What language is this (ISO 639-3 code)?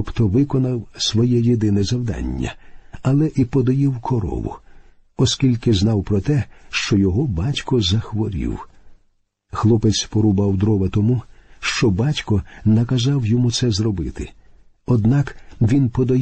ukr